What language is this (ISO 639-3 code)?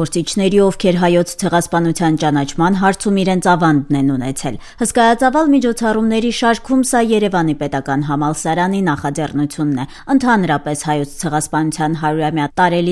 hye